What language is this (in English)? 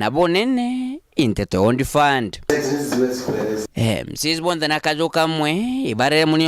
Meru